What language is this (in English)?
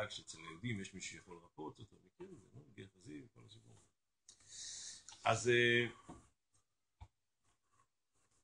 Hebrew